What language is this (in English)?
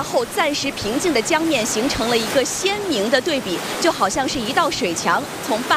Chinese